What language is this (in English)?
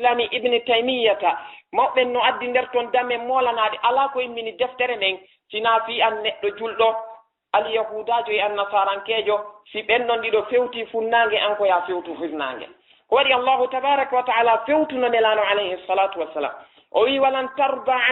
Fula